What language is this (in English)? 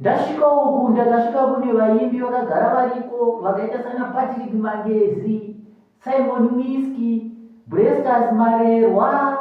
Shona